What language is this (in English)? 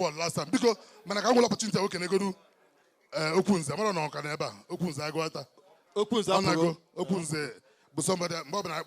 Igbo